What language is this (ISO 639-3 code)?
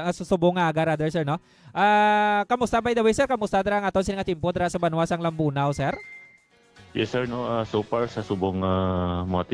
hil